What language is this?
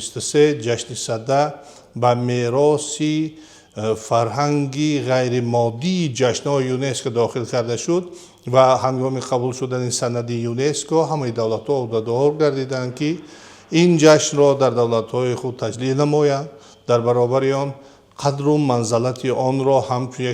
Tajik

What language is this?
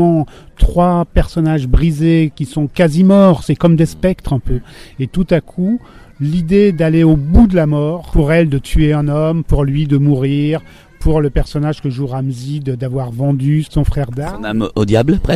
French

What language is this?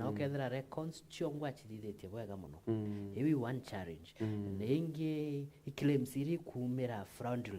Meru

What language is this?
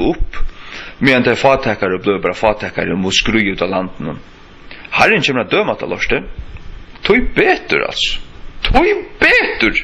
Faroese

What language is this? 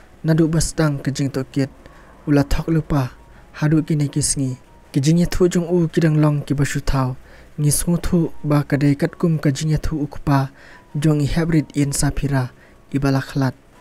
Khasi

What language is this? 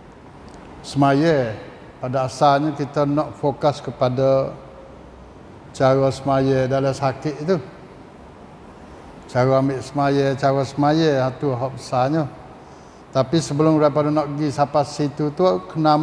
Malay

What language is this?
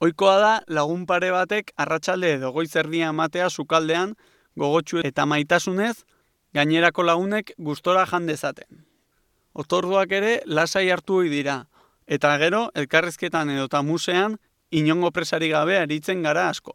Basque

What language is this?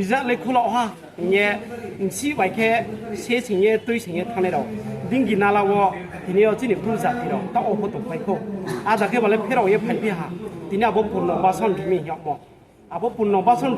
Riang (India)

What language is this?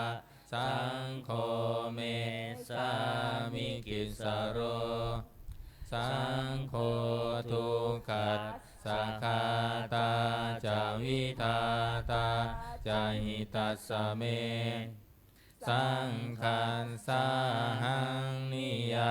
Pali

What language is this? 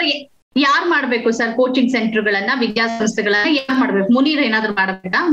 Kannada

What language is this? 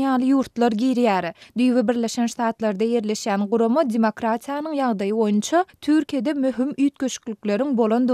Turkmen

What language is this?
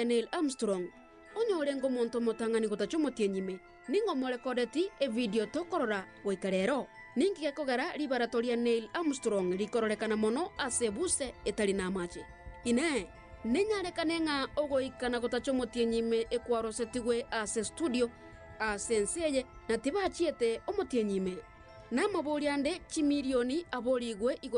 Gusii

